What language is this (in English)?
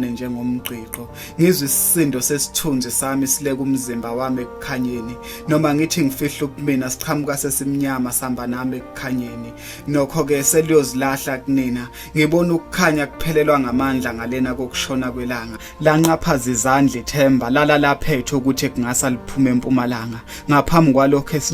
Zulu